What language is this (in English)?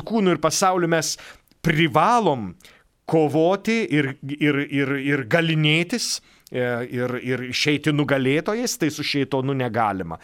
Lithuanian